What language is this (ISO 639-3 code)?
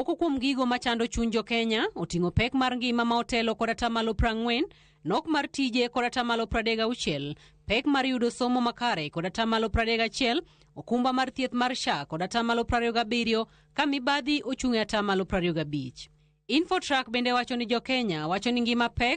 luo